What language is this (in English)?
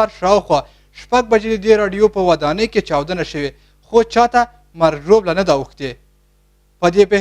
Pashto